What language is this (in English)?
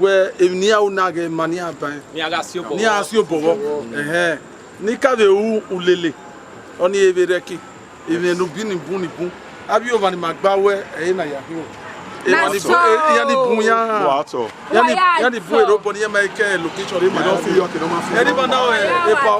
Bini